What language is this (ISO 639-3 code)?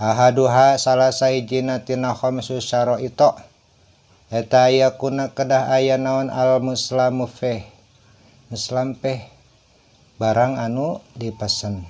sun